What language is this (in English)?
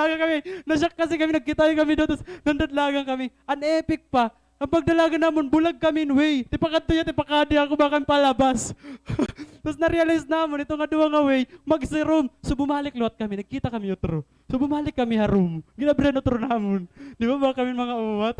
Waray